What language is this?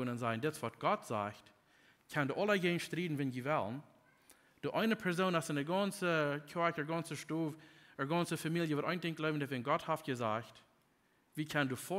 Plautdietsch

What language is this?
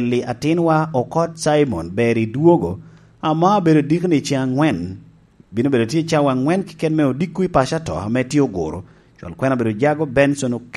Lango (Uganda)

